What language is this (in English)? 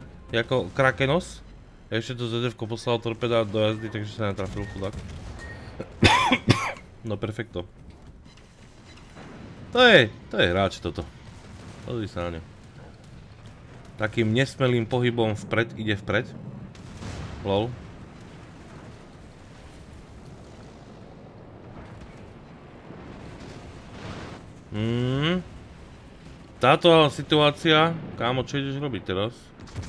Slovak